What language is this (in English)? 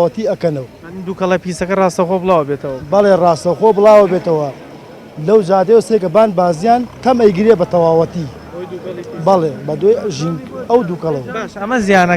Central Kurdish